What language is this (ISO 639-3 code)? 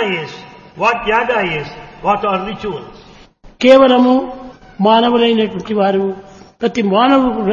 tel